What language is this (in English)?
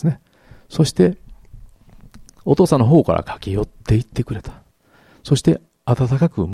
Japanese